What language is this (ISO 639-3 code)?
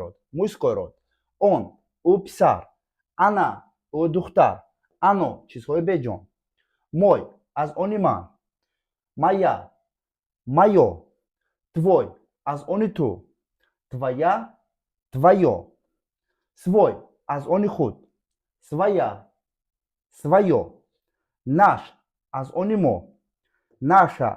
tgk